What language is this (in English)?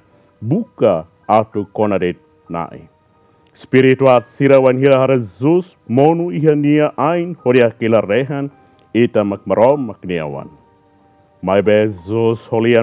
Tetum